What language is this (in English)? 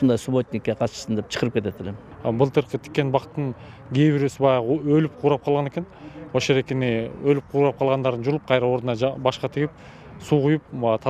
Kyrgyz